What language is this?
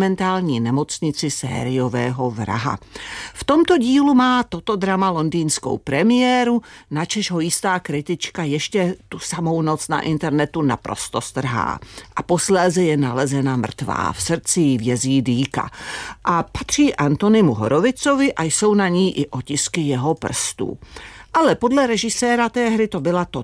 Czech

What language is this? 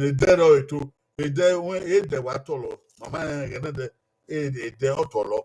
Bini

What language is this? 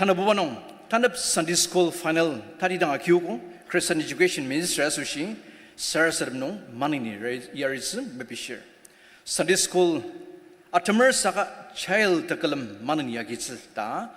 Ao Naga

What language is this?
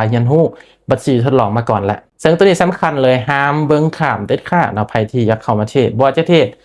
Lao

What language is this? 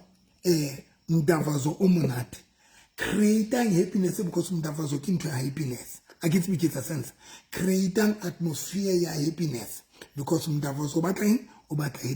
Southern Sotho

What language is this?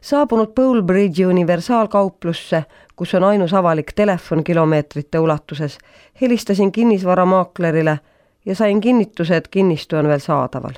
Estonian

